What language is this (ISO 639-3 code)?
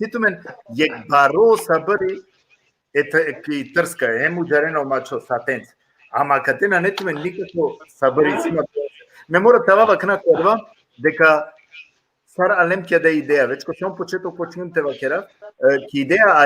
rmn